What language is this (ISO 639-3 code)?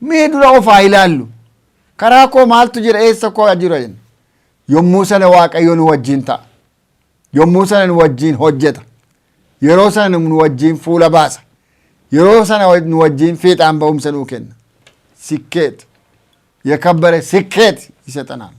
orm